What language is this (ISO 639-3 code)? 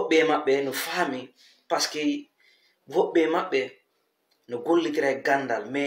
ful